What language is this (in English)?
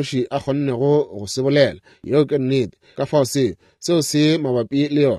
Northern Sotho